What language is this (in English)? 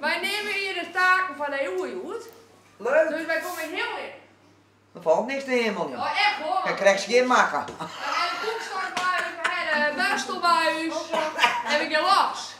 Western Frisian